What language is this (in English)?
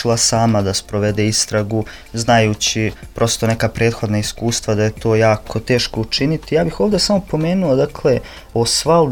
Serbian